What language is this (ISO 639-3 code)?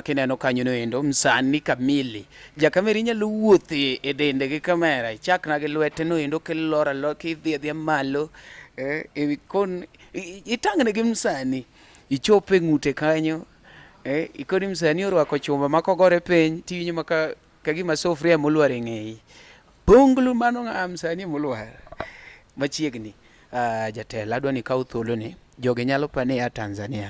luo